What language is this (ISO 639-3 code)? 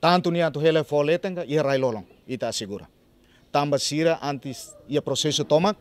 tet